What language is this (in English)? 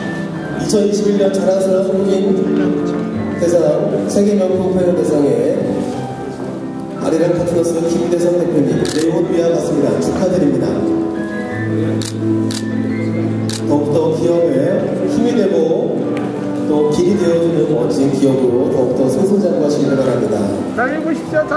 Korean